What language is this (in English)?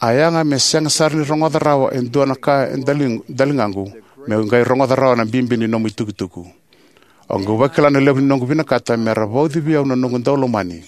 Fijian